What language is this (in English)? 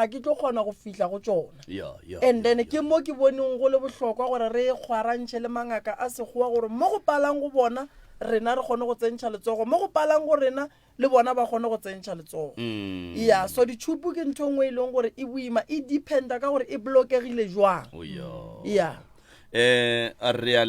Northern Sotho